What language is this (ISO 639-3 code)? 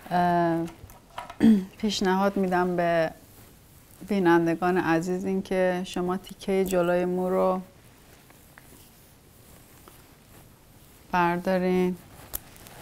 fas